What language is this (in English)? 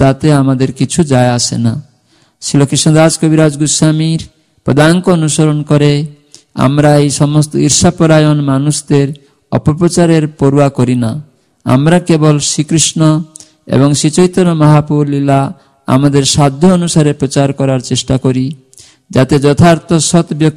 Bangla